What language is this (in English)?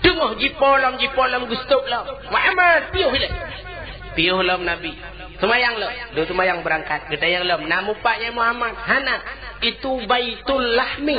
Achinese